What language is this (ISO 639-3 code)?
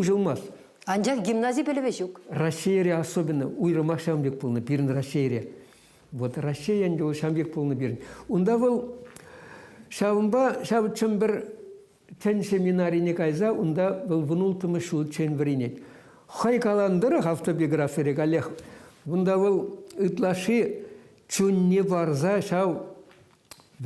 chv